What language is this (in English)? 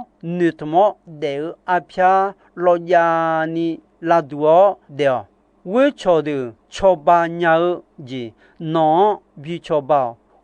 Akha